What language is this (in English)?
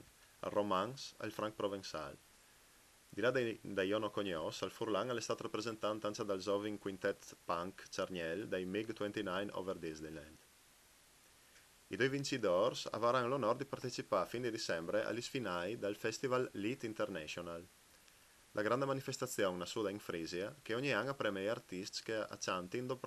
Italian